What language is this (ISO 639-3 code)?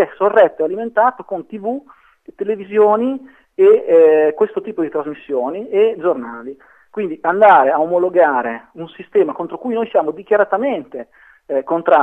ita